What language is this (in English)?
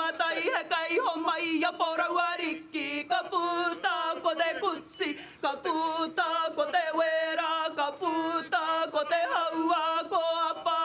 Māori